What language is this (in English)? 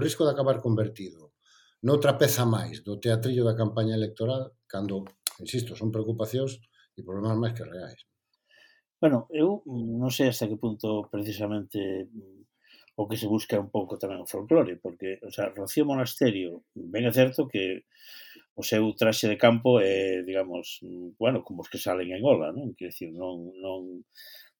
Galician